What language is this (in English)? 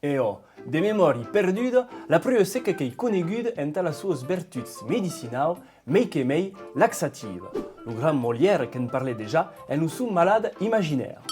Occitan